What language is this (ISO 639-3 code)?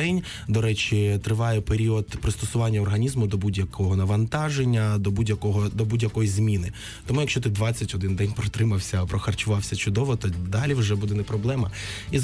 ukr